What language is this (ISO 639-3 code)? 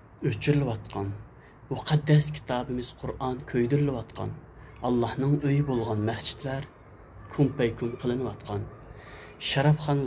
uig